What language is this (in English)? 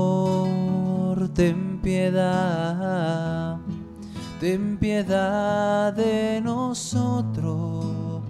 Spanish